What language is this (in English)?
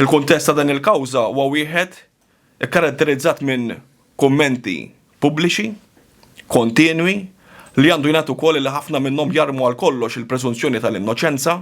Maltese